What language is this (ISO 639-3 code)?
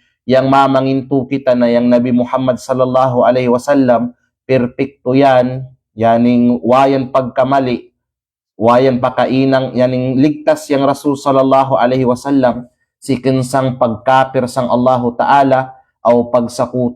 kqe